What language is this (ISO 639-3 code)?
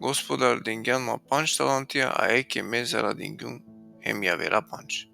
rmn